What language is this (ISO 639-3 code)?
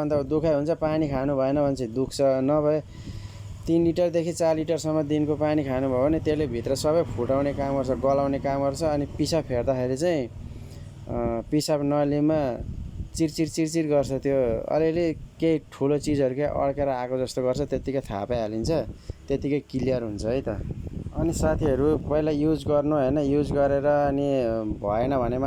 nep